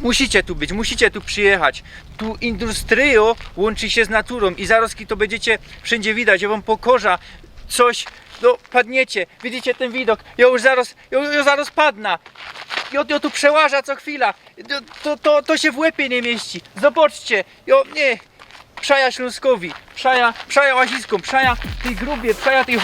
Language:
Silesian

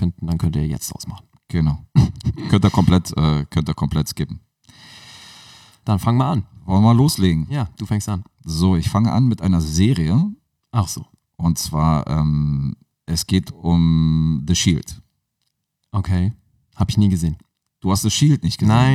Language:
German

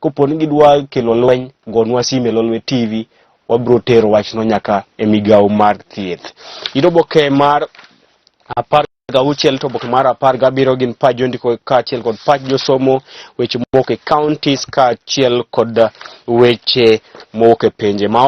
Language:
Luo (Kenya and Tanzania)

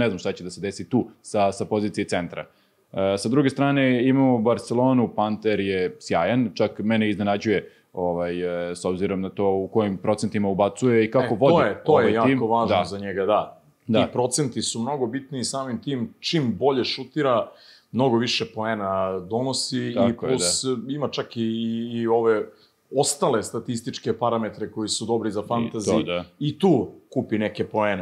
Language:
Serbian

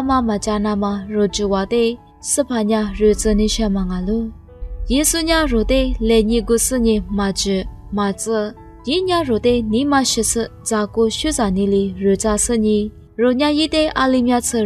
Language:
Lisu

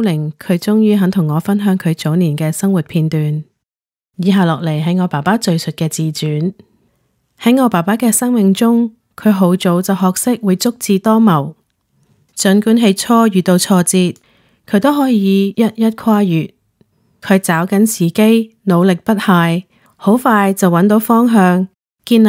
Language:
Cantonese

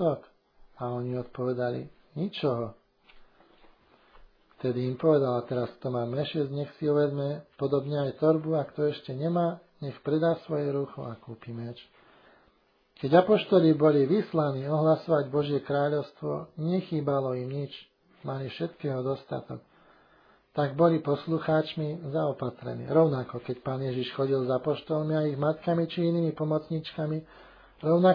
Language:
Slovak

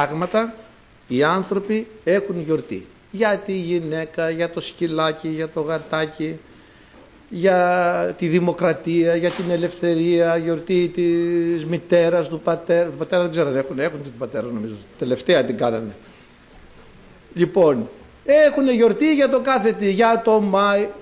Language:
Greek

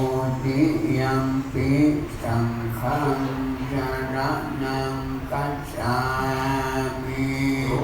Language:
Pali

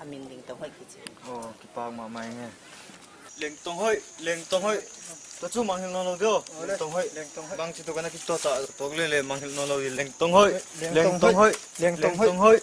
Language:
Tedim Chin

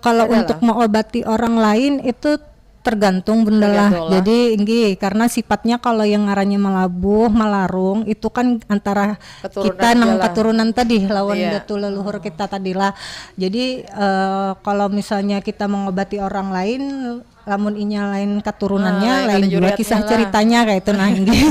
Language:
Banjar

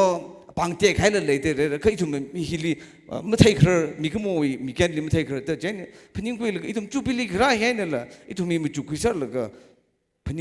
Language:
Tangkhul Naga (India)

